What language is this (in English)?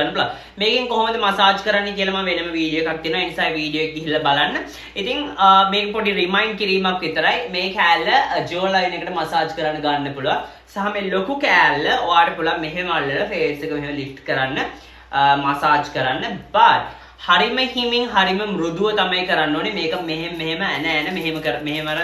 Sinhala